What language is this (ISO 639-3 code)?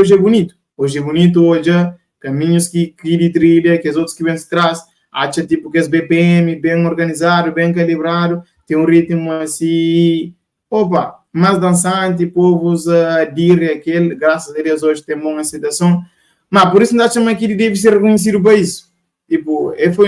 kea